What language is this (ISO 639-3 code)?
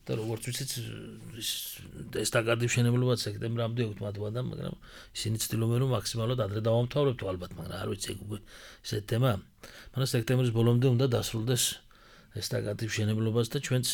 kat